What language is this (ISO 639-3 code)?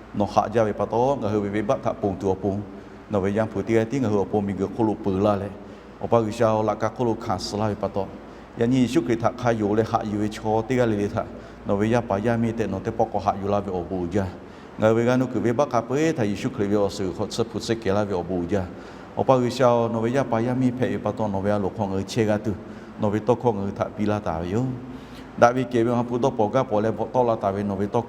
lhu